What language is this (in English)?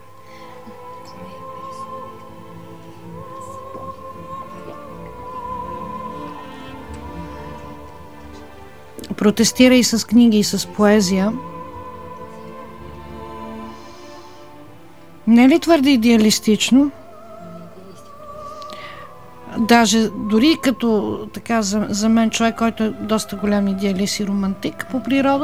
Bulgarian